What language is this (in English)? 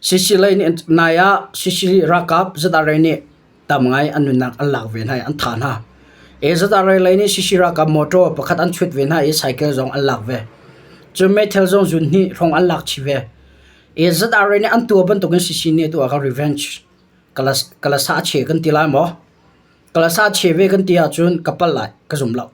Hakha Chin